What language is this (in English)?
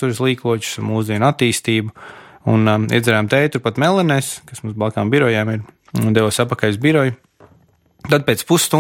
Latvian